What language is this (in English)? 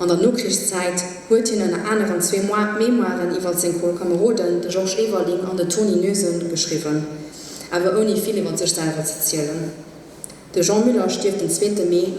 Luxembourgish